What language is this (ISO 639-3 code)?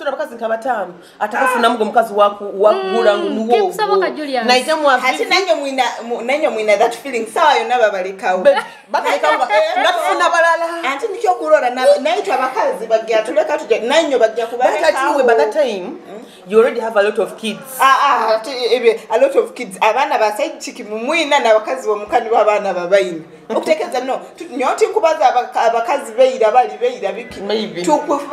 nyo